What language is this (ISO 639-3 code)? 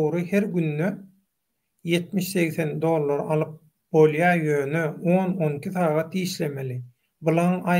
tuk